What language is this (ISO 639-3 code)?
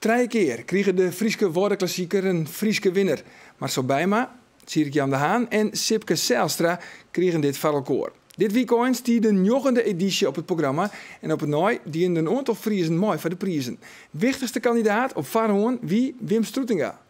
fry